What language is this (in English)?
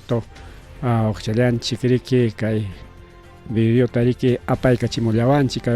Ayacucho Quechua